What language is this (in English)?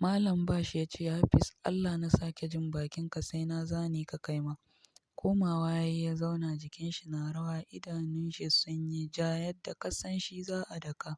Hausa